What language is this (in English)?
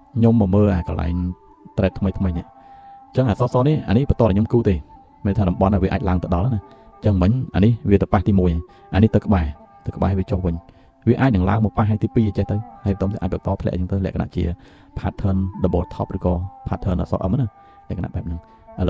Khmer